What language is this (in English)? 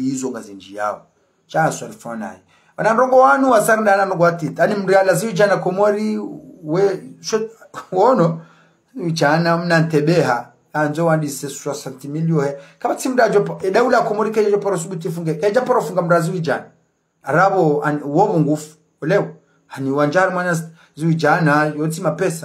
Ngazidja Comorian